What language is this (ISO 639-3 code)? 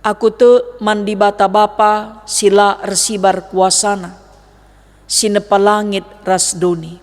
btx